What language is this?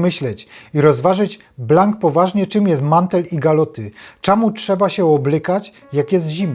Silesian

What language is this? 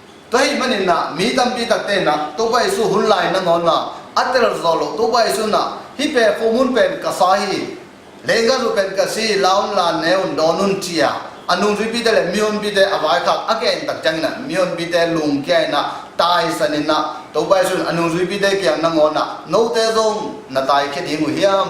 Tedim Chin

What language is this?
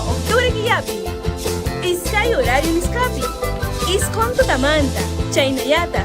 Ayacucho Quechua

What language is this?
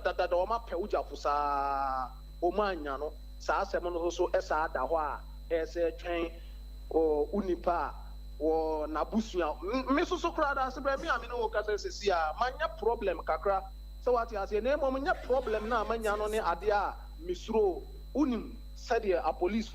Akan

